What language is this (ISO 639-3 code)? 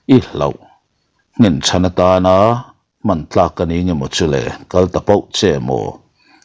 lus